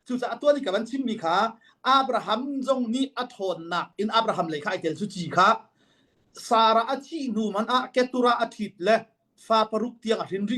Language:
Hakha Chin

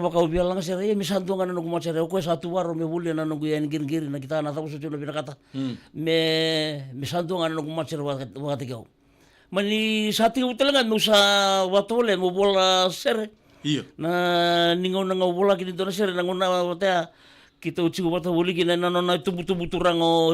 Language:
Fijian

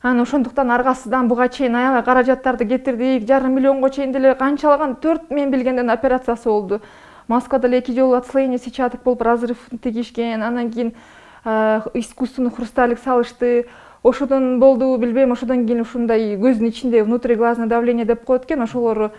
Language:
Kyrgyz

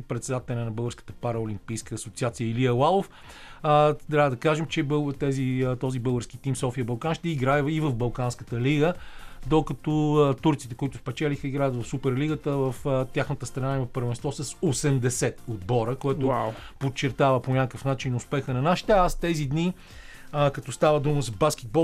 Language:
Bulgarian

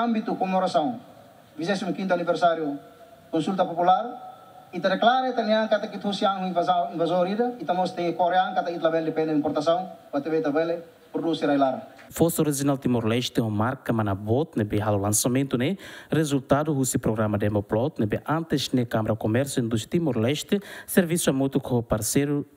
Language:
Tetum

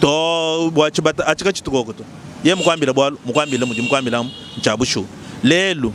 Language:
Luba-Lulua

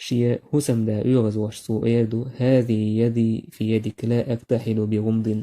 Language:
Chechen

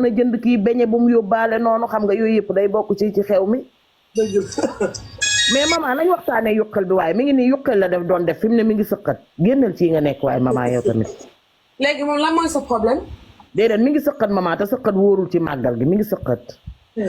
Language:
Wolof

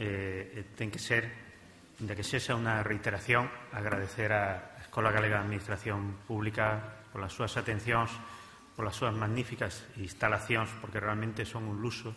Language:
Galician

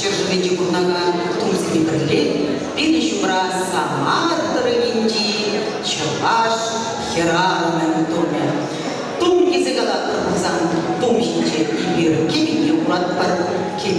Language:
Chuvash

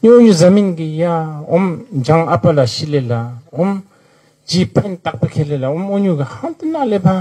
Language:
Tibetan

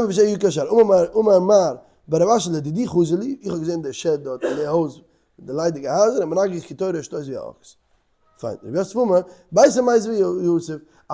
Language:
Yiddish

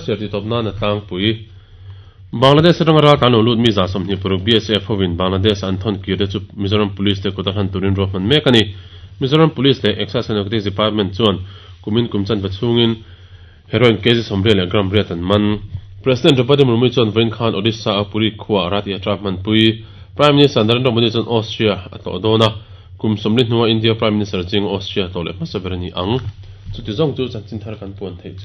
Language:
Mizo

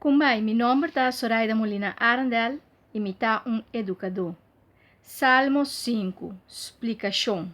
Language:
Papiamento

